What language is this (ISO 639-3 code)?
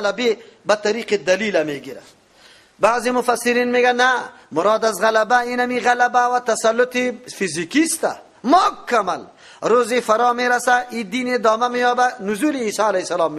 fas